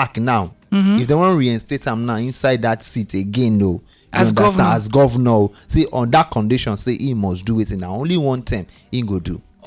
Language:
Nigerian Pidgin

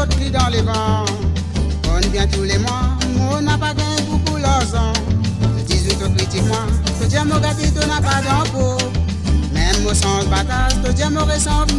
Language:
Morisyen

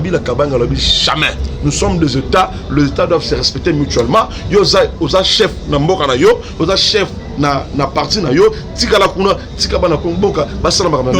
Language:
Lingala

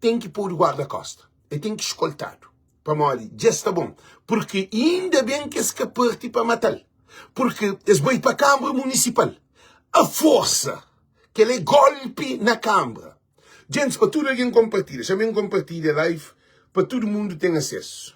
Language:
Kabuverdianu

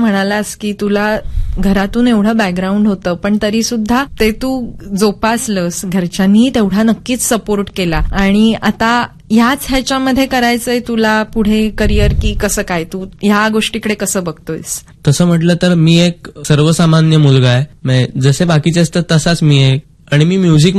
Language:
Marathi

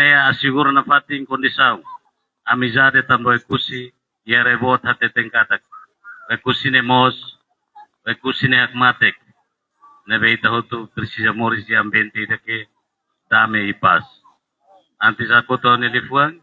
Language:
Tetum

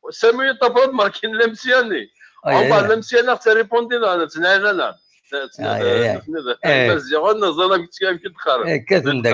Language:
Kabyle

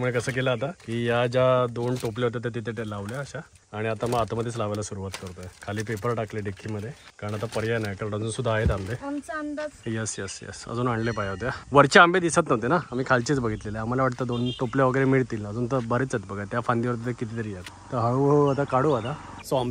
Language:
Marathi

